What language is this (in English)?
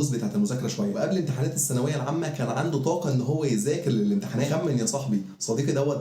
Egyptian Arabic